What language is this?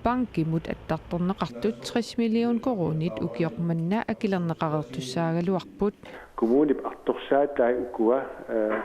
Kalaallisut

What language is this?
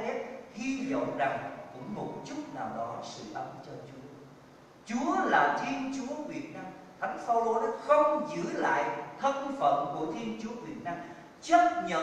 Vietnamese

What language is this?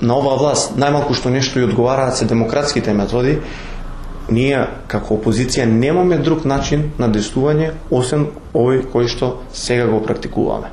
Macedonian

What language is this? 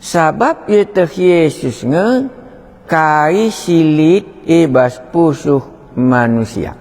Batak Karo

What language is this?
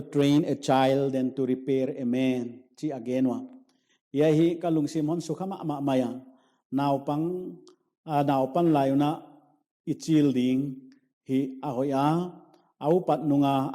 Paite Chin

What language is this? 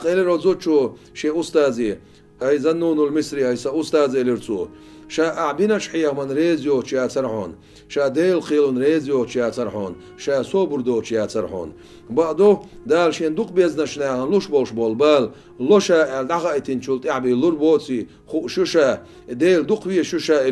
Chechen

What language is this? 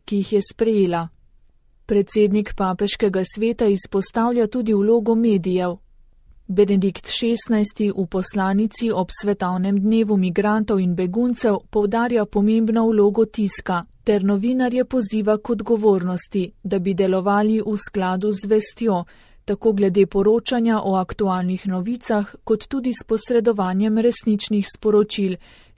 Slovenian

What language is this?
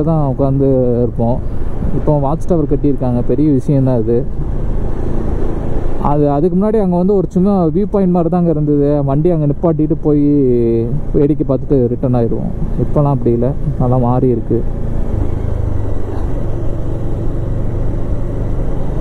Tamil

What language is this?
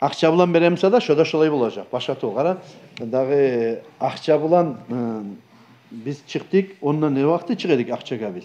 Kumyk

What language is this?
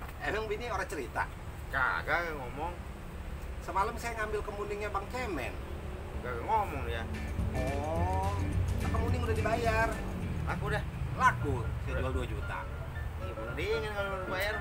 Betawi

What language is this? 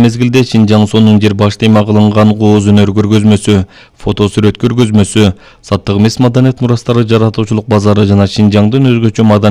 Kyrgyz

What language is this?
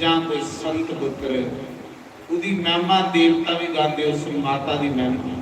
Dogri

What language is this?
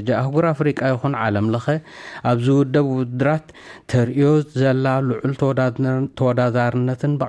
Tigrinya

